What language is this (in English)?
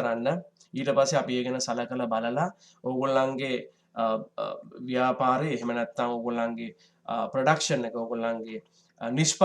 Sinhala